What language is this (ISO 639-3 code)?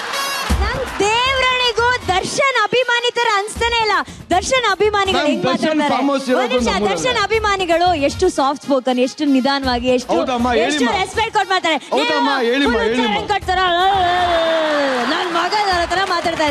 kan